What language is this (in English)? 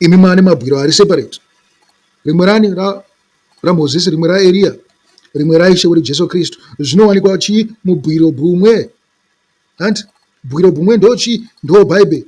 Shona